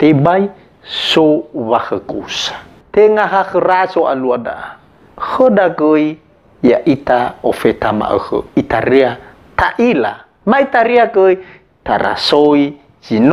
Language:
Nias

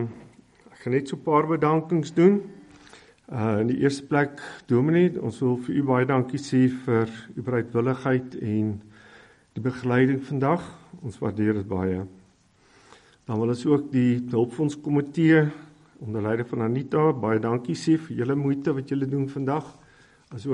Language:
Afrikaans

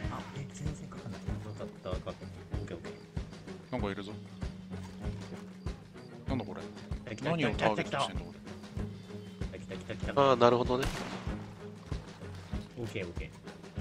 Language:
Japanese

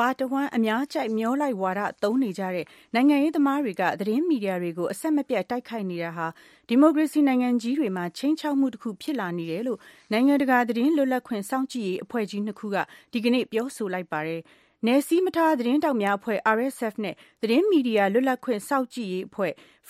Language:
Burmese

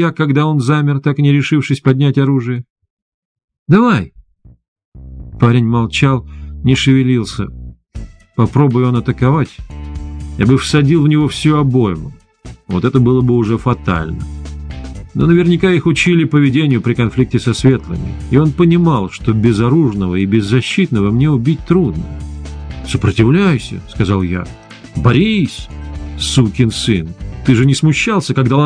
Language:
Russian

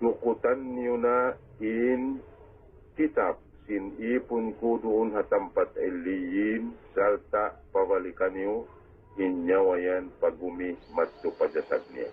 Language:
Tausug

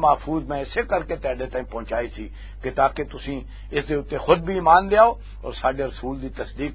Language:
Western Panjabi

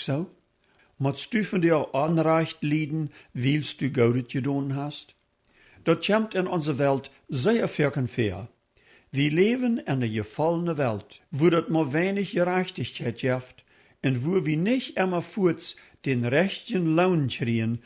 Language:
Plautdietsch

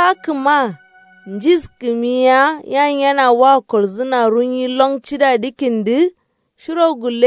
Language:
Kanuri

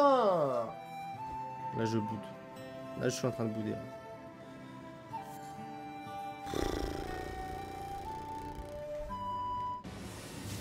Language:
French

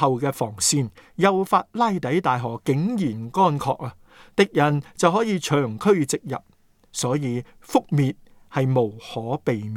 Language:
Cantonese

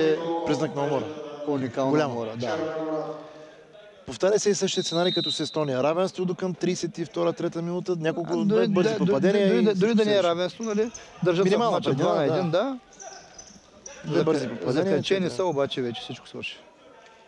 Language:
Bulgarian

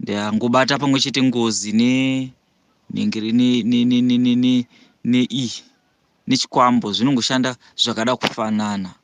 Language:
Shona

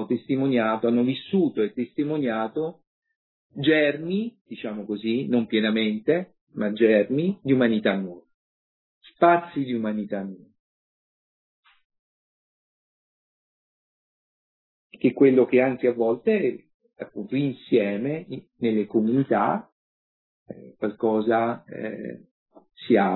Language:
Italian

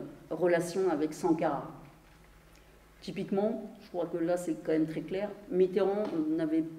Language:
French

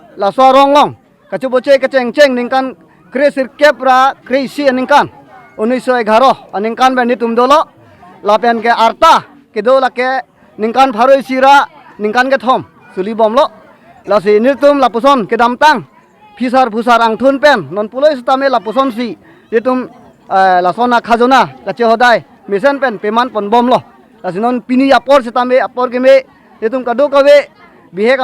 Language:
Karbi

